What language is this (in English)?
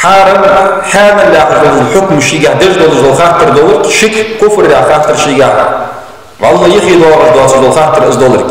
Ingush